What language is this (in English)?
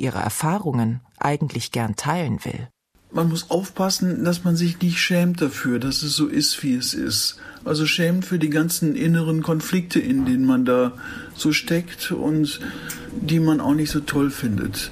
German